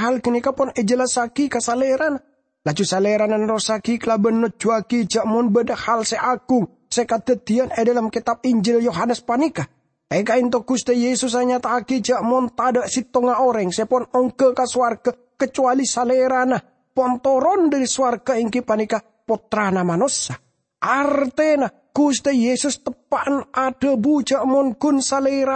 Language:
Madurese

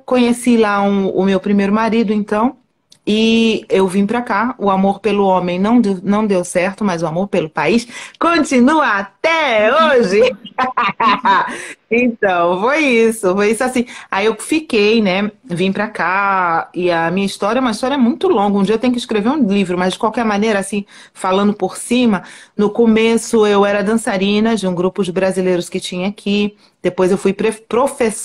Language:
Portuguese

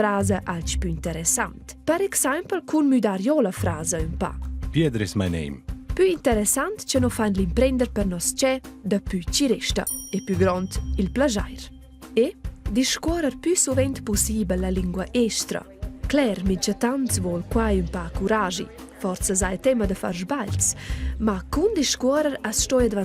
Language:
Romansh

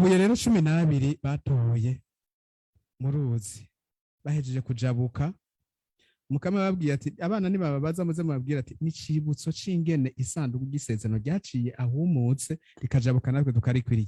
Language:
Rundi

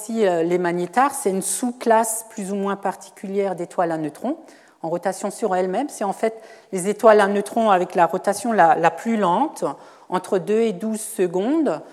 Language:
French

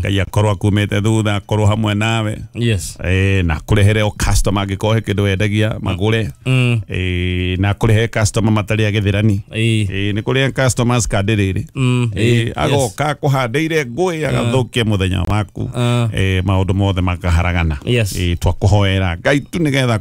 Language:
Kikuyu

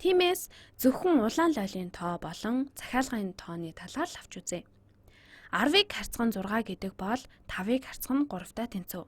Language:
Mongolian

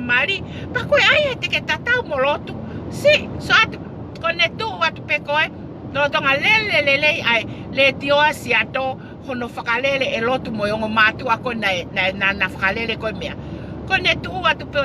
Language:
Tongan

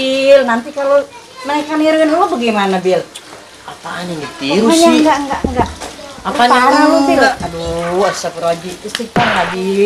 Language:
Betawi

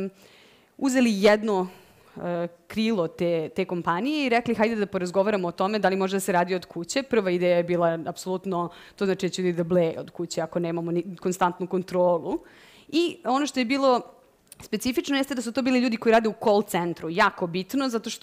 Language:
Serbian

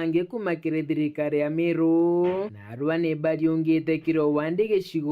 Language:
Meru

